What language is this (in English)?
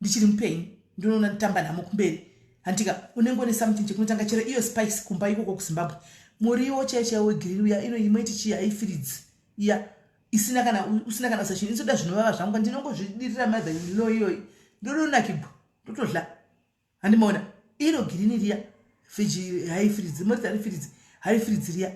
Shona